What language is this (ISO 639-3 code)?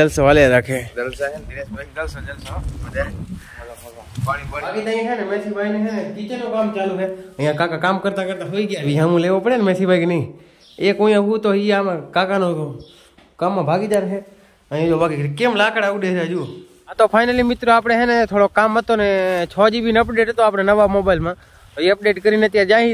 guj